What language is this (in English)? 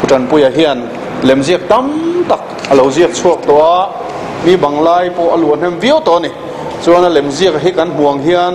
Mizo